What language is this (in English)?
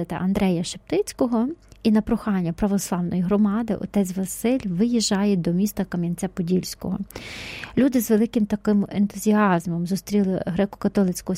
Ukrainian